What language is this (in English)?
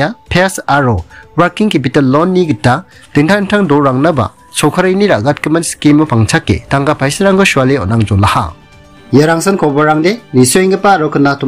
Garo